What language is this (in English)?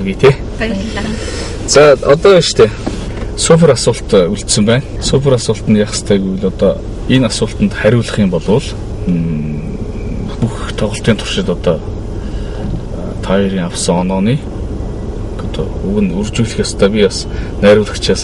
Mongolian